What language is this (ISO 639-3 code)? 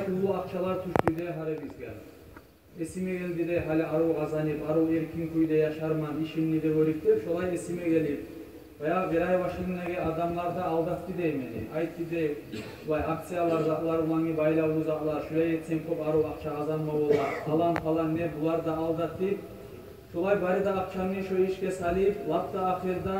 kum